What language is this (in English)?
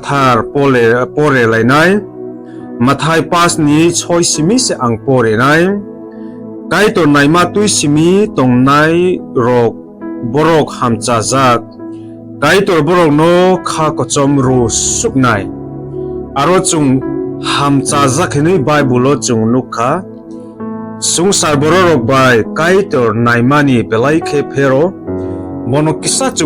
Kok Borok